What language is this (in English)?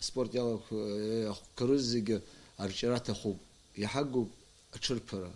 Abkhazian